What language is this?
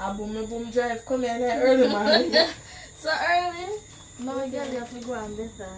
Jamaican Creole English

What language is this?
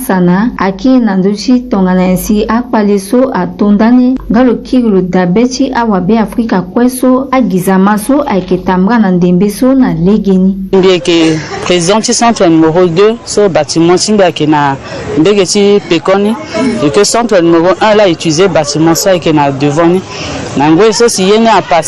Sango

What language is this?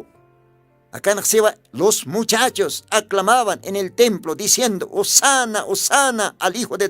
Aymara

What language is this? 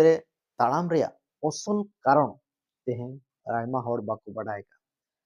Santali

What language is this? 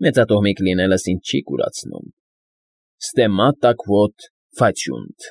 Armenian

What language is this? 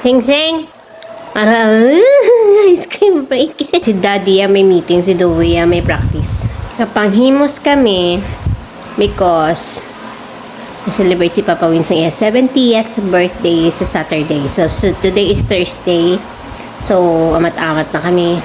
Hiligaynon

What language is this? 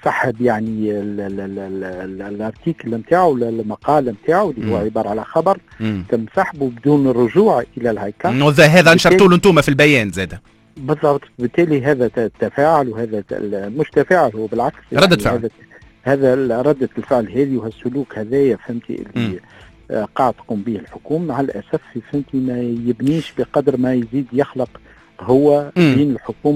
Tunisian Arabic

